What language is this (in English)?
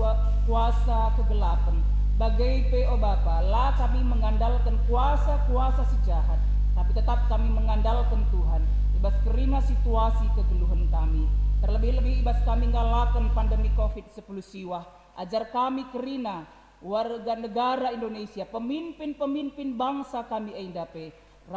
Batak Karo